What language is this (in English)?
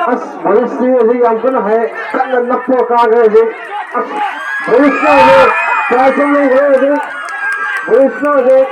Manipuri